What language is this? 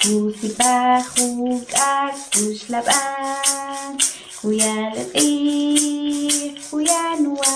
Kʼicheʼ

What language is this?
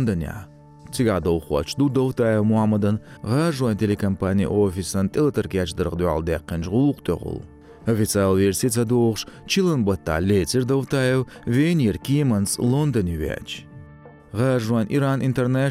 Chechen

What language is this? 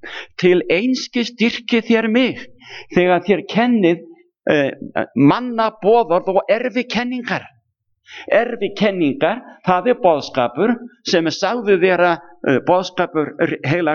Icelandic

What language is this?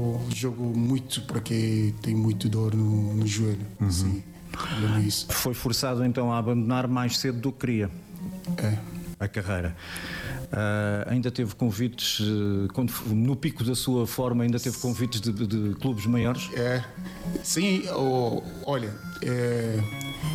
Portuguese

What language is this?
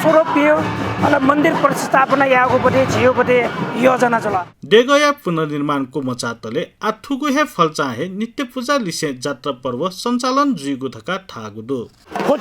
Newari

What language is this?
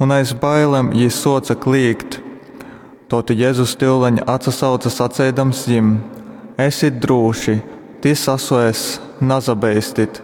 Latgalian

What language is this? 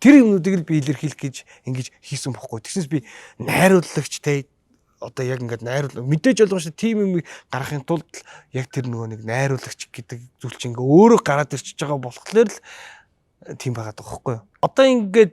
Mongolian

